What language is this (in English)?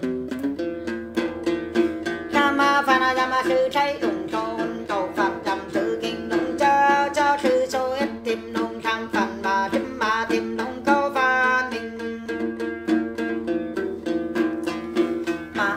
Vietnamese